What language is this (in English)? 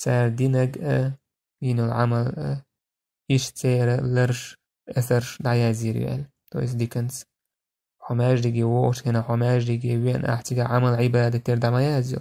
Chechen